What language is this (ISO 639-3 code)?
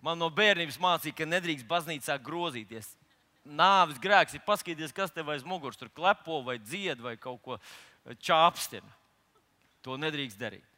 lav